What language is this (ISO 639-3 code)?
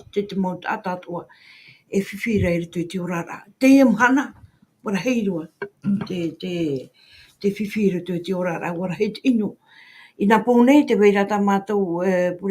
tah